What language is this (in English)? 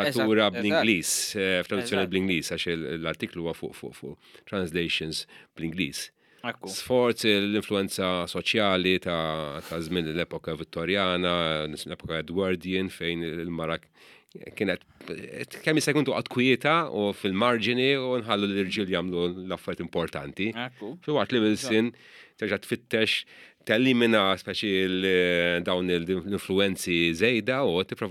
Maltese